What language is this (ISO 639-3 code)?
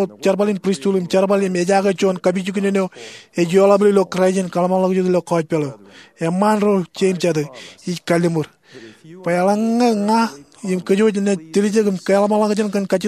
mah